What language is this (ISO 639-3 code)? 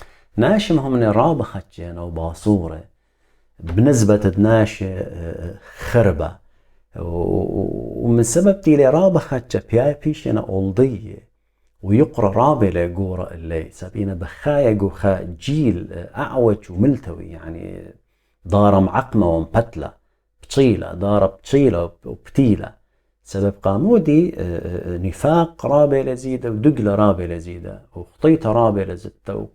aii